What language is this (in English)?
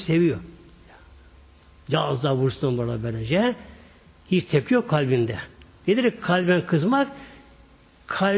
Turkish